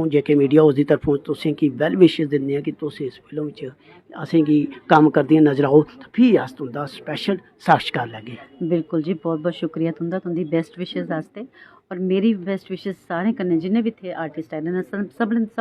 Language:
Dogri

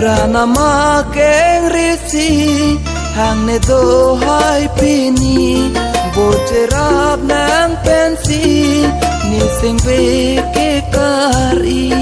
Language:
Karbi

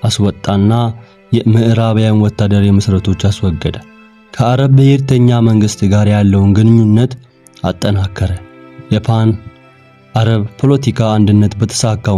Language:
Amharic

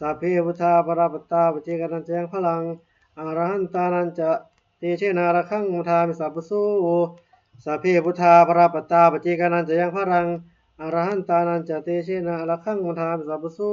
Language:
Pali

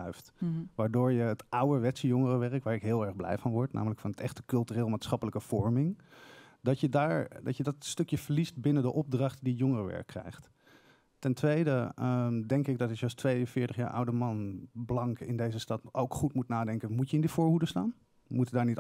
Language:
Dutch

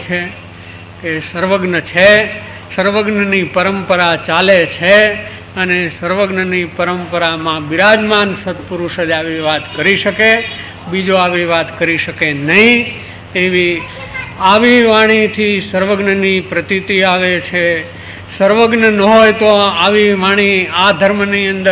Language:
Gujarati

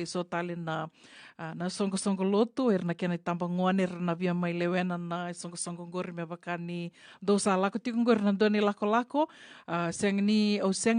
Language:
Fijian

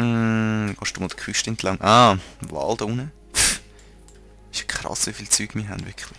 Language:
Swiss German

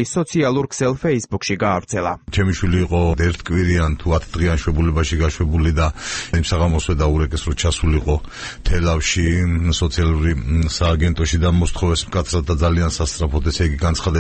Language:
Georgian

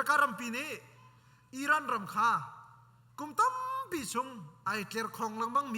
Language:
Hakha Chin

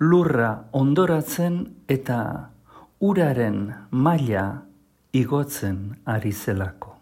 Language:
Basque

